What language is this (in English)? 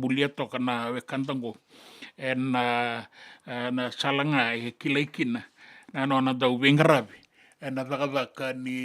Fijian